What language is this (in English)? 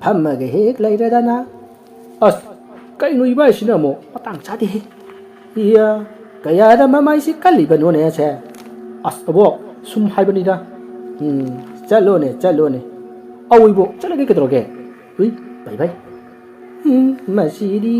Manipuri